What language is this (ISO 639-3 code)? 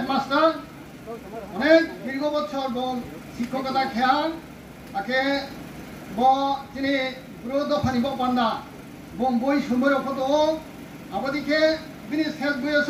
ria